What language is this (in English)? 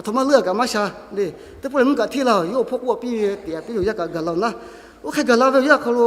Lahu